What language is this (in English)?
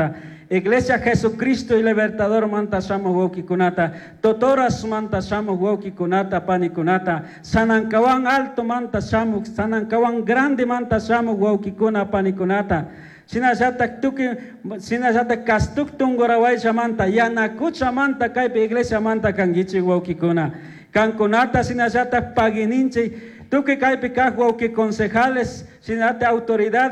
Chimborazo Highland Quichua